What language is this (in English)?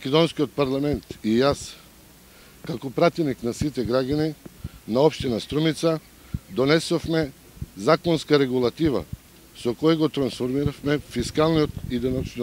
Macedonian